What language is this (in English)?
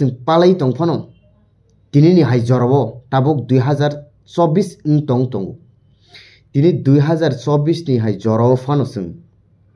Kok Borok